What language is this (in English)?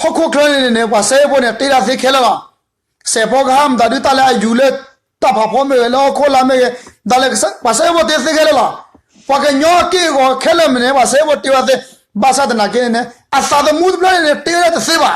S'gaw Karen